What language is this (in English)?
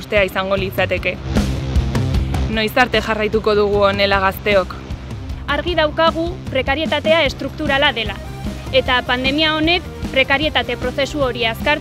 Basque